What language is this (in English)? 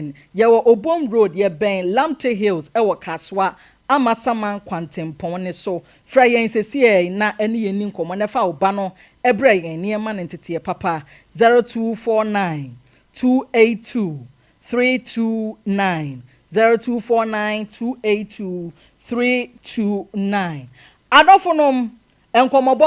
Akan